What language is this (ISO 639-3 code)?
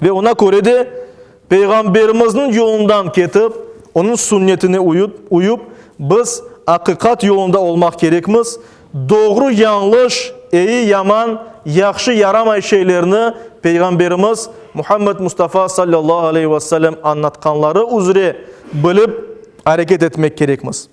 crh